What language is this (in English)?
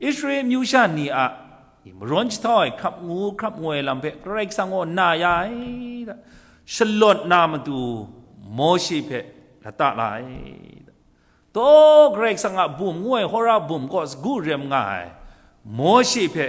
Kachin